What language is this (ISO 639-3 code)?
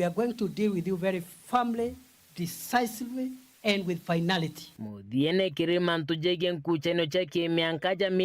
mer